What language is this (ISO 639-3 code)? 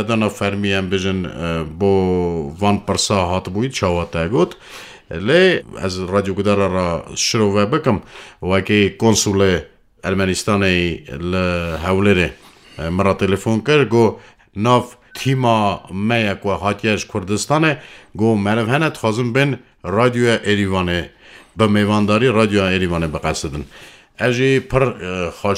kur